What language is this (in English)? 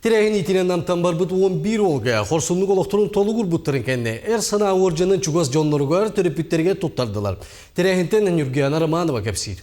Yakut